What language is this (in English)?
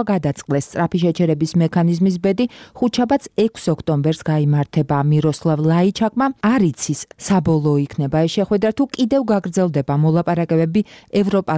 Georgian